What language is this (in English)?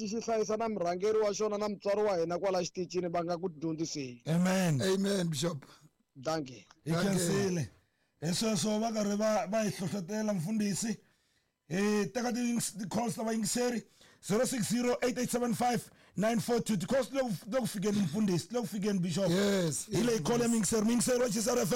Tsonga